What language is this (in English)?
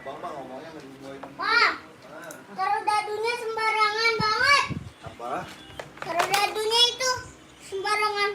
Betawi